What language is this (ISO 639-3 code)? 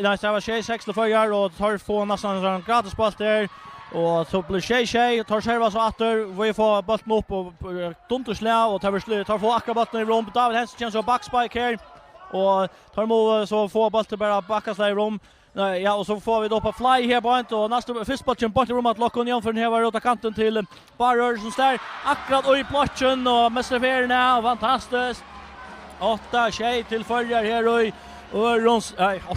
fao